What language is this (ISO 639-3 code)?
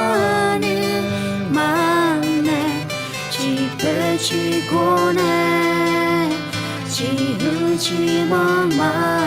ahk